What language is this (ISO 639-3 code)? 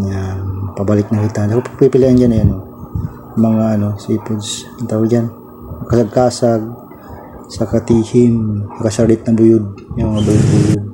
bik